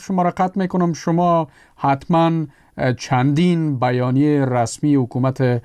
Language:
Persian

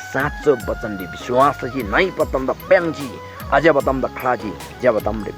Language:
Eastern Tamang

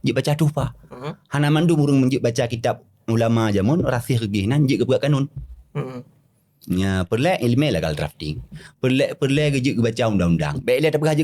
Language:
Achinese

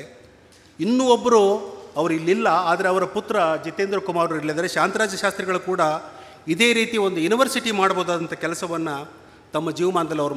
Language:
Kannada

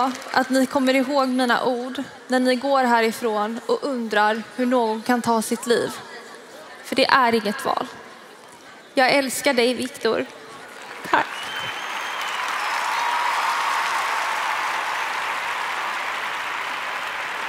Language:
Swedish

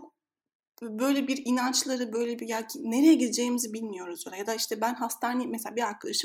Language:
Turkish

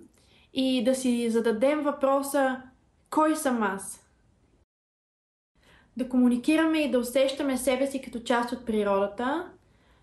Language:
Bulgarian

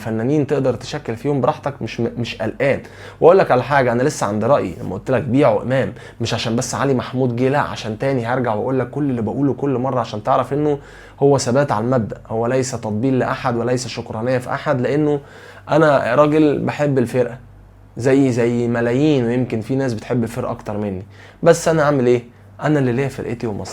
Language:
Egyptian Arabic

